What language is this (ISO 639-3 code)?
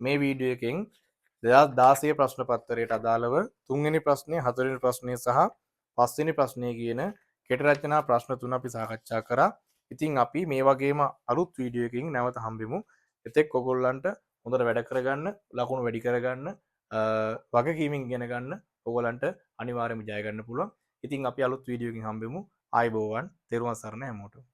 sin